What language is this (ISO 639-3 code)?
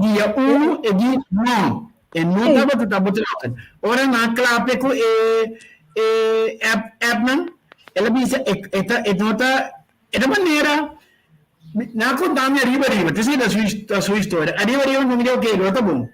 pap